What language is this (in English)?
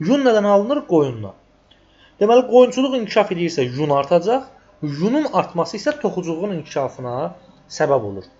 Azerbaijani